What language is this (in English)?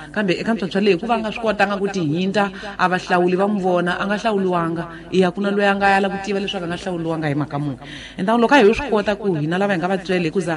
Tsonga